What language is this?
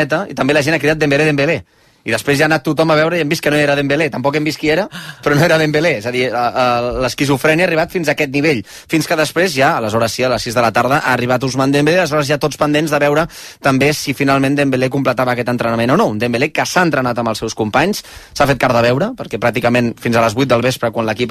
Catalan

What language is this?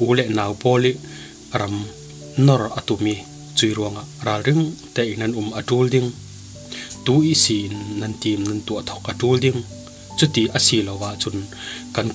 Falam Chin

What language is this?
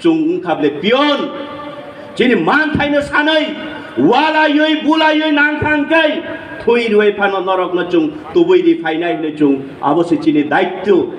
Kok Borok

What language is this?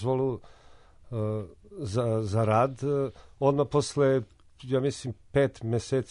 Serbian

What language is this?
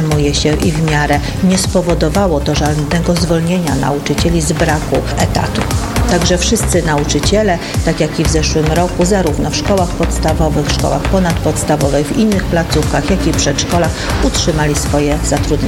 Polish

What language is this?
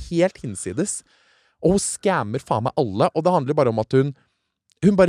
Norwegian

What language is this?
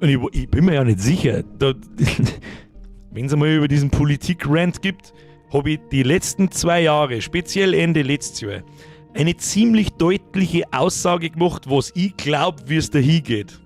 Bavarian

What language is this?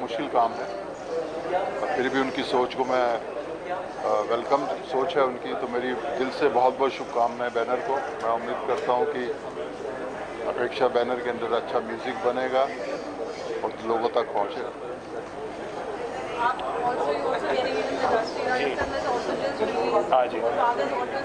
Hindi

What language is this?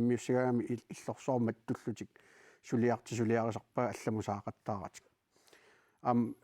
Kalaallisut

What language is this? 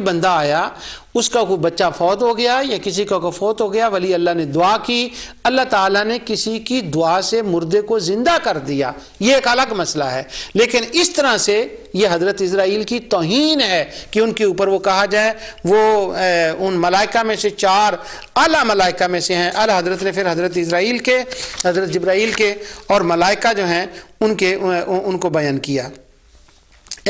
Urdu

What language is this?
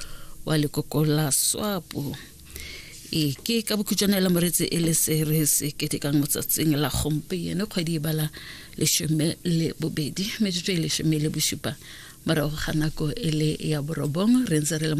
Tswana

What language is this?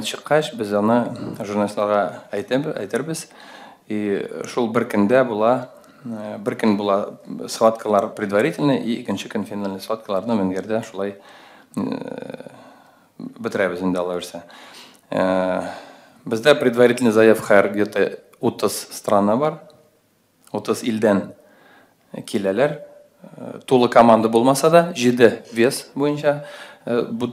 Tatar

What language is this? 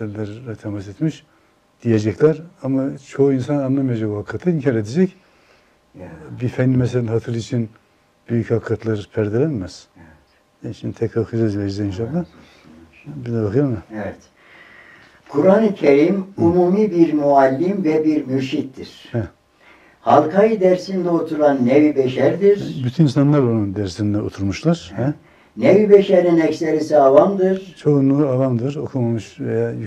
Turkish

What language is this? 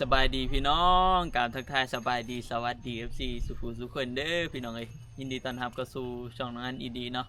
Lao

